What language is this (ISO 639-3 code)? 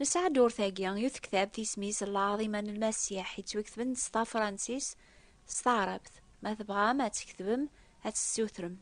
kab